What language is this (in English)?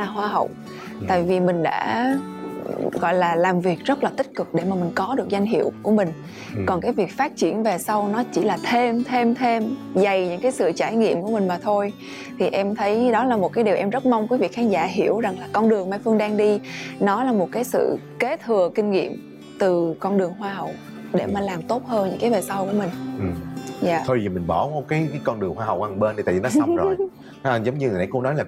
Vietnamese